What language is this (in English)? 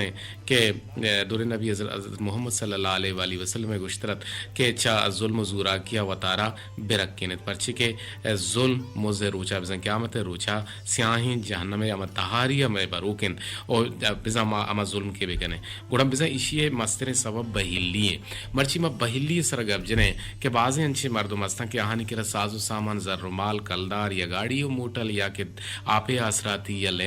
Eastern Balochi